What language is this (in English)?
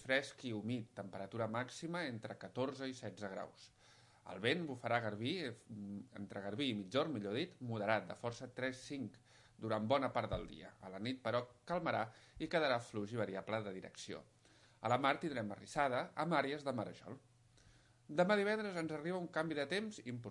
Catalan